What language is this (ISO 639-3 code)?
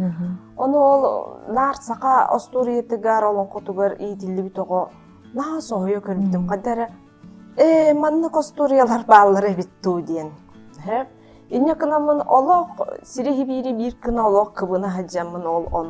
sah